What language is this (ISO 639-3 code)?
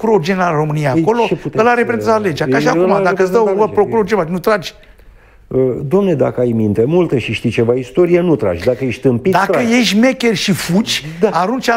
ron